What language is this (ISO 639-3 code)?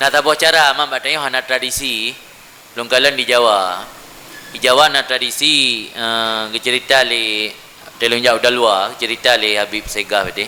ace